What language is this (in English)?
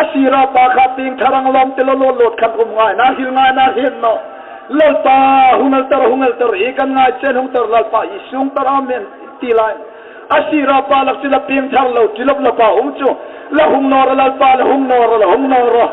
Hmar